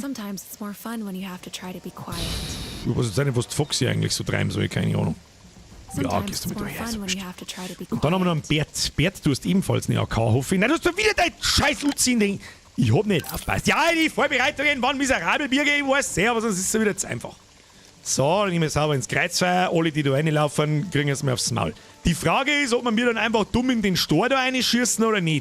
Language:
Bavarian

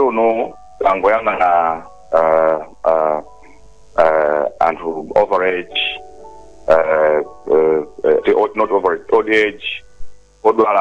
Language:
Nyanja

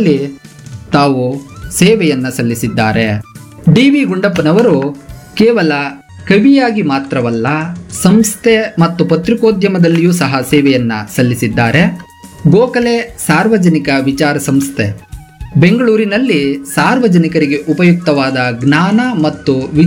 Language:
Kannada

